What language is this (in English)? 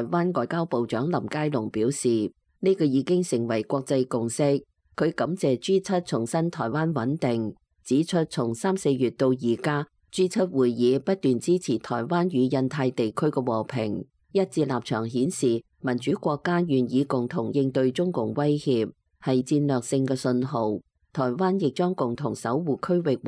Cantonese